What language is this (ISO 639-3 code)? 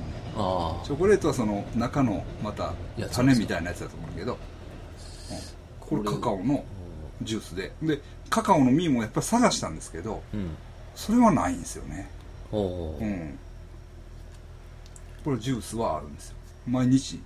jpn